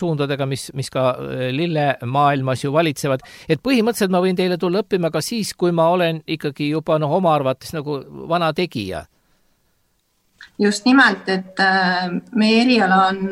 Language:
Estonian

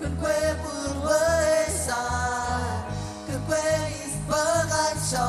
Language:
Marshallese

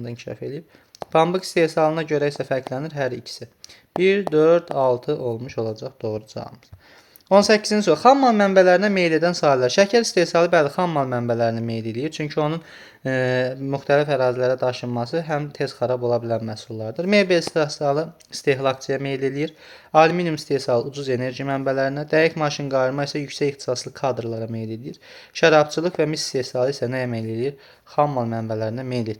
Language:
Azerbaijani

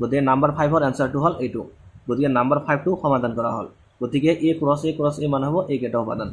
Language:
Assamese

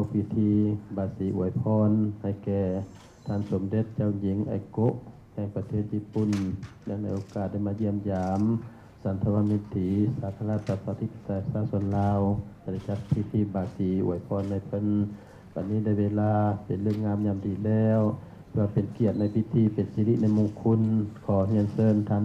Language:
Lao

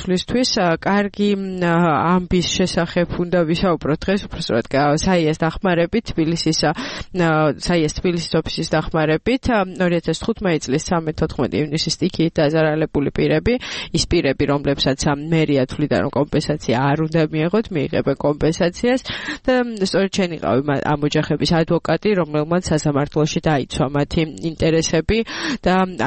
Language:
Georgian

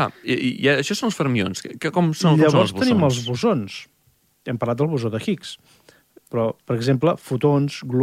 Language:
Catalan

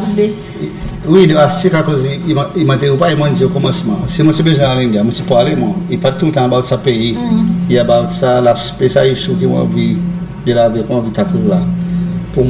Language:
Seselwa Creole French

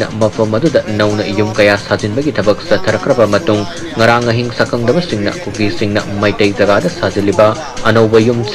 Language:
Manipuri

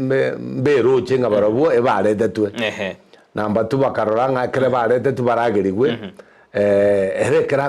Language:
Gusii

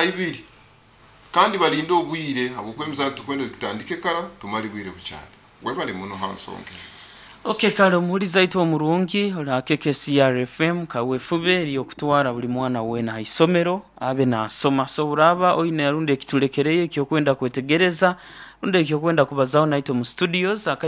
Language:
Nyoro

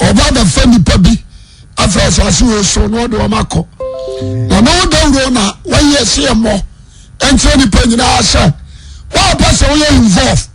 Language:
Akan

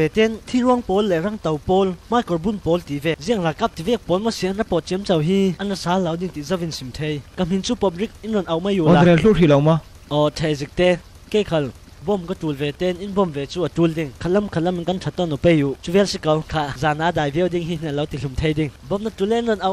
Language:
Falam Chin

